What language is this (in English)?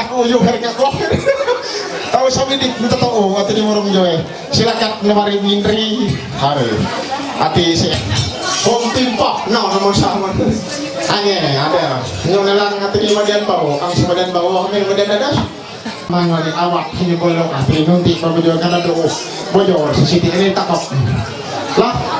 Ma'anyan